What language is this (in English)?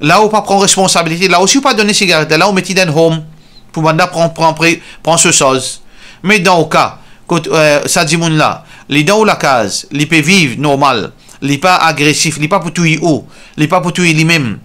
Morisyen